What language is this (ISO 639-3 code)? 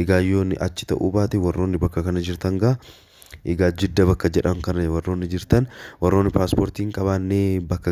orm